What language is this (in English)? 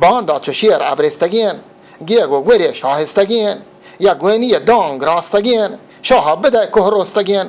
Eastern Balochi